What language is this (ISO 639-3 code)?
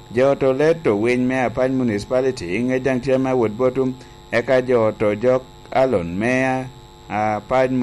laj